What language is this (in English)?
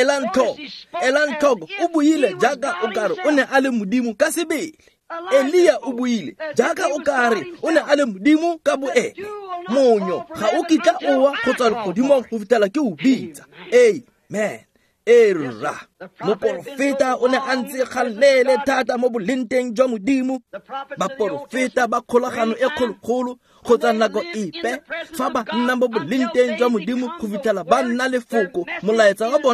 Tswana